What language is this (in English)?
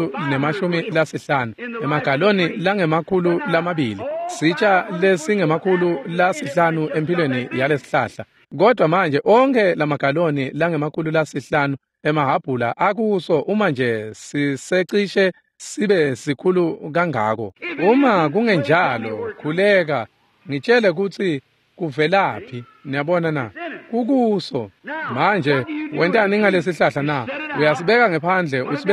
Swati